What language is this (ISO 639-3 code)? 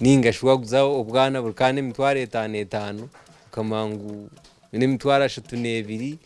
nyn